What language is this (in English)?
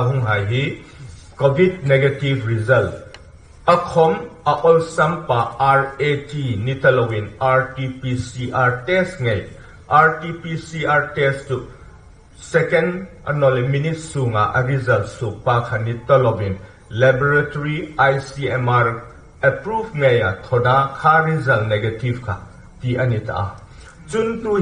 Hmar